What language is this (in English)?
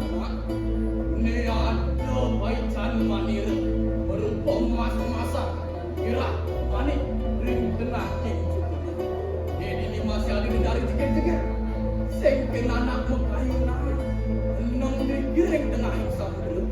Balinese